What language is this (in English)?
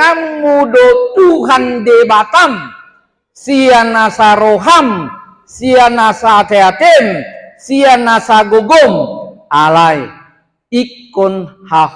Batak Toba